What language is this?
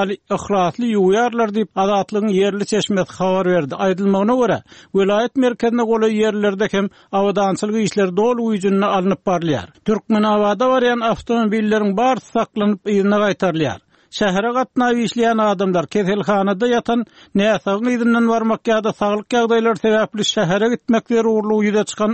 Turkmen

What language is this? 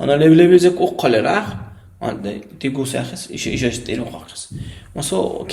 Dargwa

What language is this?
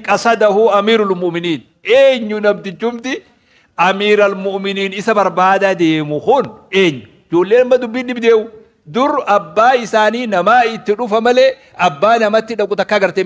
Oromo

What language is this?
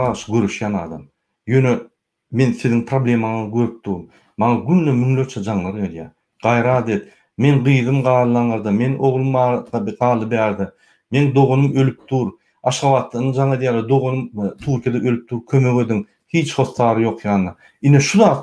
Turkmen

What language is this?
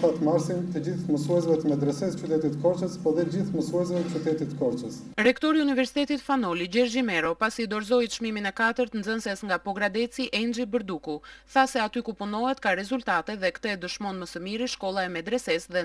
Albanian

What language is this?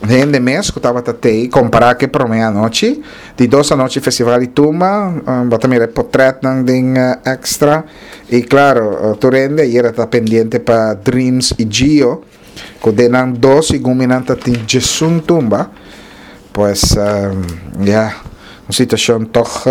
Papiamento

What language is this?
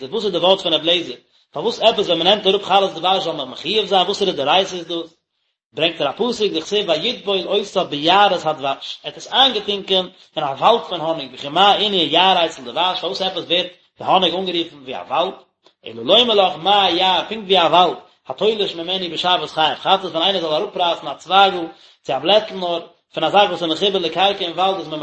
Yiddish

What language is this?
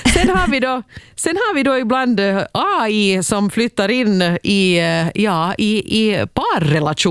Swedish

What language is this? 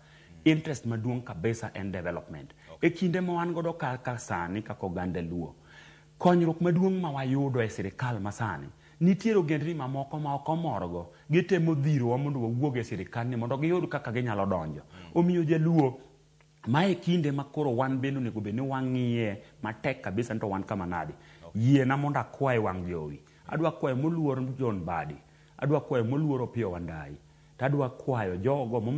Luo (Kenya and Tanzania)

